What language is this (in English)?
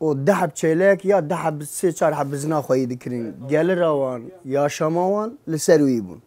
Kurdish